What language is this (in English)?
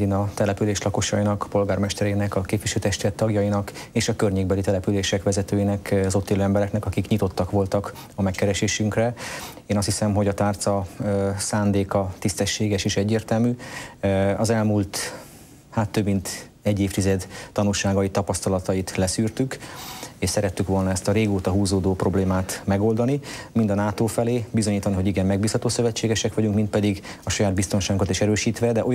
Hungarian